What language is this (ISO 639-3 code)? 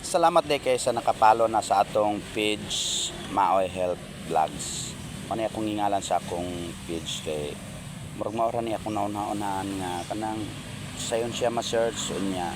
ceb